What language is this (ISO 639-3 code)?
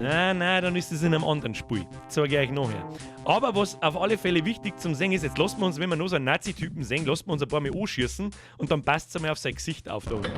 bar